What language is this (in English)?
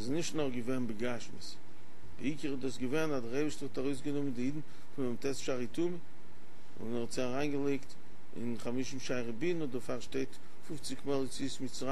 Yiddish